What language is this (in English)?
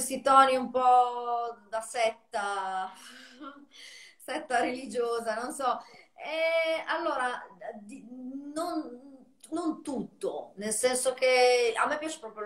Italian